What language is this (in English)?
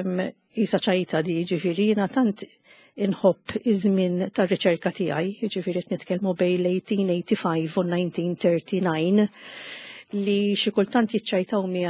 Maltese